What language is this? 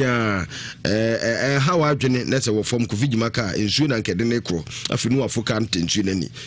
Akan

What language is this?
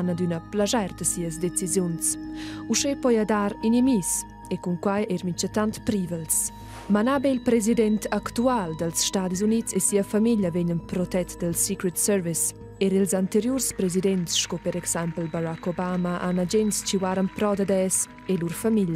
Romansh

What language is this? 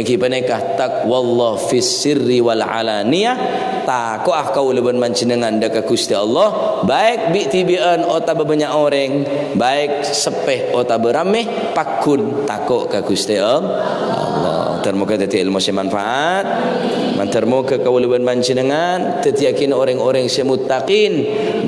Madurese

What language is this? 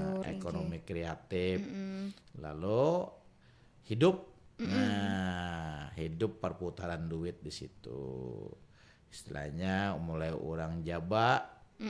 Banjar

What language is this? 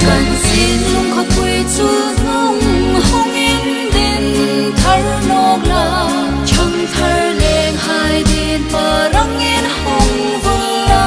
Hmar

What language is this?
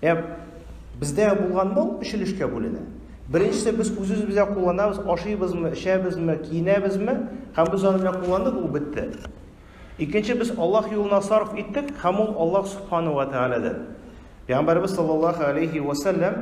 Tatar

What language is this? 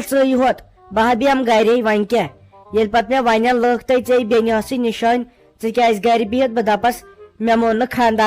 Kashmiri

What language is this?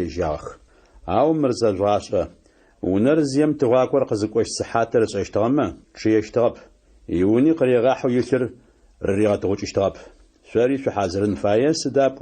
Adyghe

